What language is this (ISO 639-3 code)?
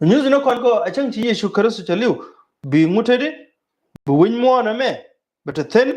nus